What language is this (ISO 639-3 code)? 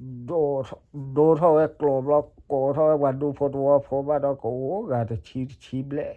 ksw